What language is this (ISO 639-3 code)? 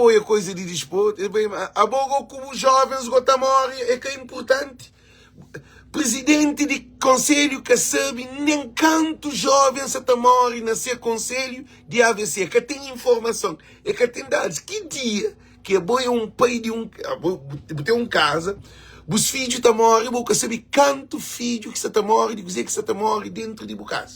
kea